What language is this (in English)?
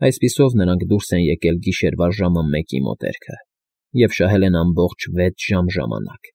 Armenian